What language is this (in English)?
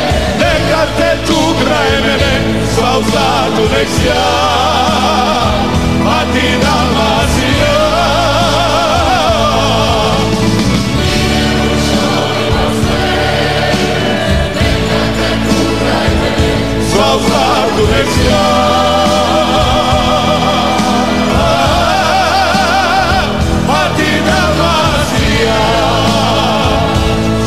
Croatian